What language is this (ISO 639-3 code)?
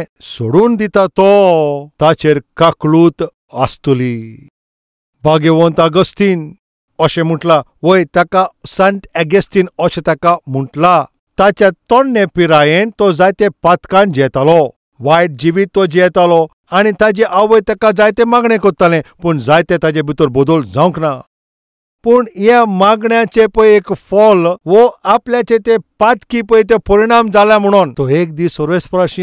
kok